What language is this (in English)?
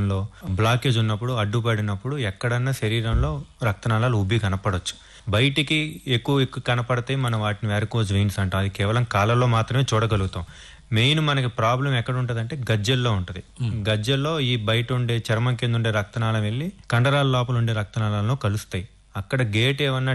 Telugu